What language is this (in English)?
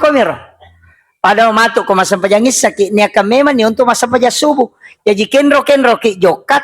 Buginese